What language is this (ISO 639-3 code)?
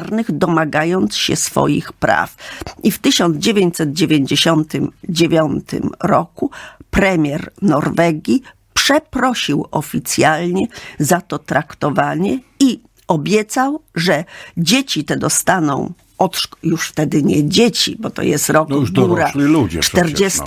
pol